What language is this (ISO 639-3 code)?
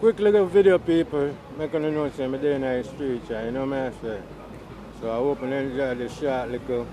jam